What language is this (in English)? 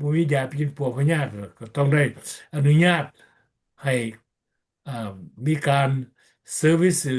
Lao